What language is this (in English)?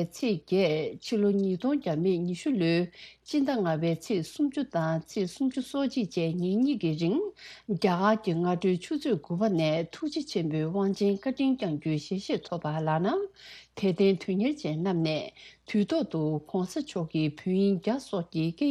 Tibetan